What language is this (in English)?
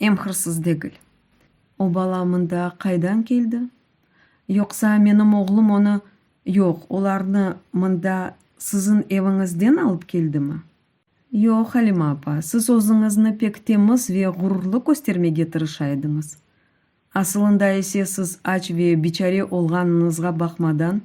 Crimean Tatar